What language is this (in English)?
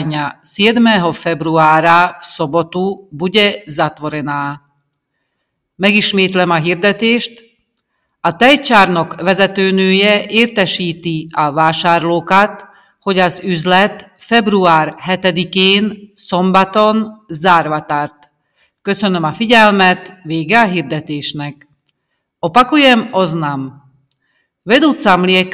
Hungarian